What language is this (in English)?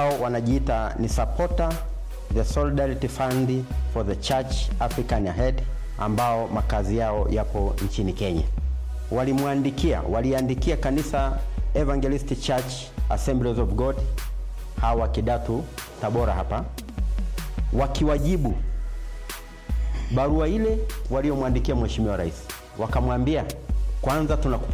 Swahili